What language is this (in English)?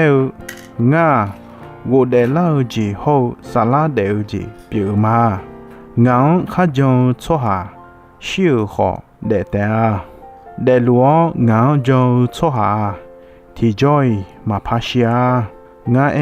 Akha